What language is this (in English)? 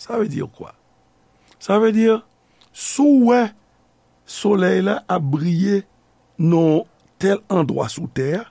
Haitian Creole